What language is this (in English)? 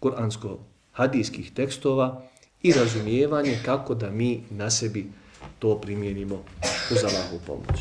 Bosnian